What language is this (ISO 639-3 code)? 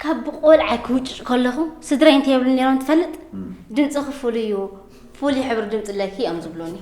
tir